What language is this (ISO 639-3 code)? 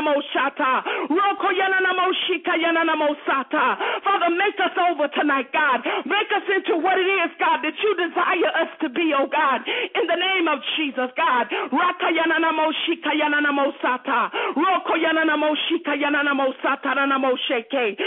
eng